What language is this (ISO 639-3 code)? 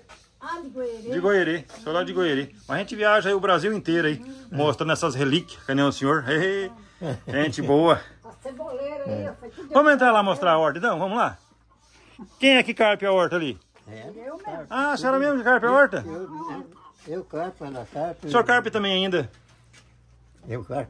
por